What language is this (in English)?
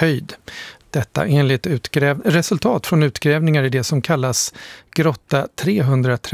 Swedish